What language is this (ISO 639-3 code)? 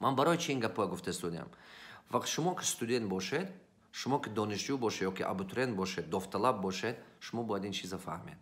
tgk